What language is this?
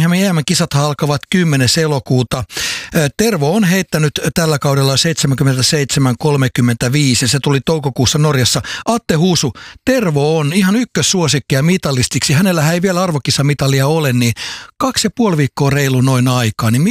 Finnish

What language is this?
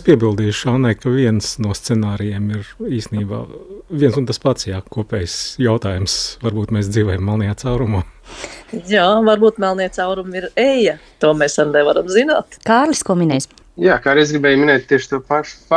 Latvian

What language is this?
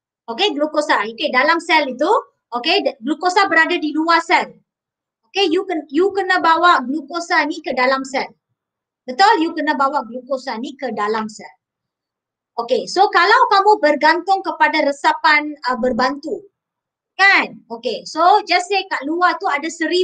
Malay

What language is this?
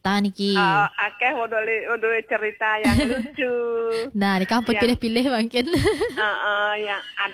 Balinese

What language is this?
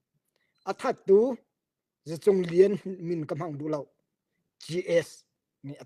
Hakha Chin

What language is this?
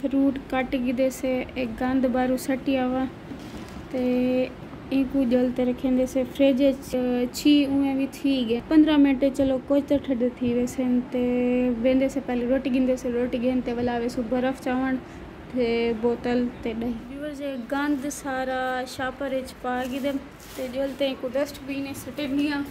Saraiki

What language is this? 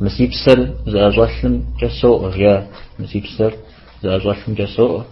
Kabardian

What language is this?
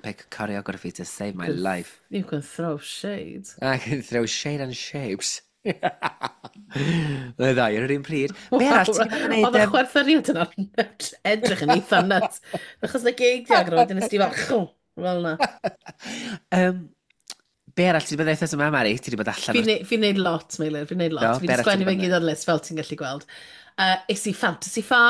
Welsh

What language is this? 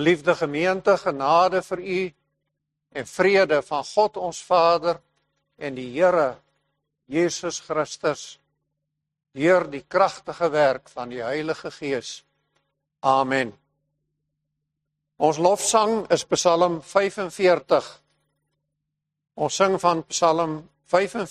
Afrikaans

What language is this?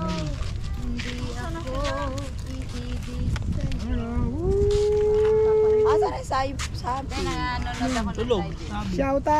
Filipino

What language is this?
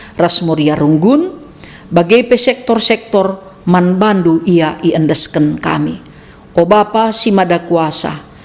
Batak Karo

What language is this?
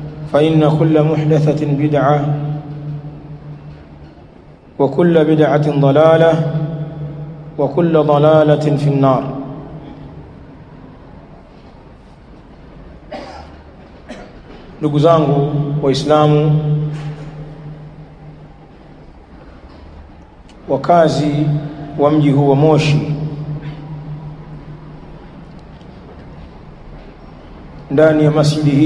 Swahili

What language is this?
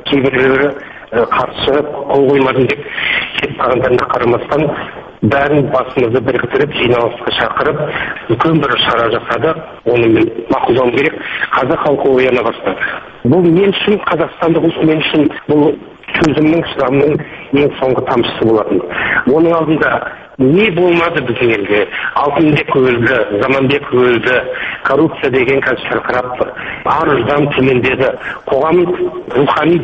Kazakh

